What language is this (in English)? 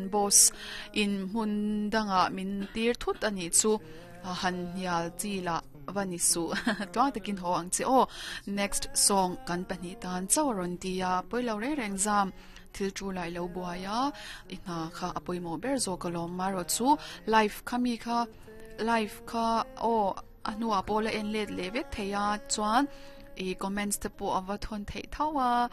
Mizo